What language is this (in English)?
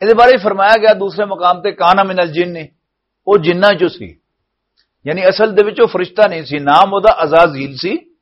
Western Panjabi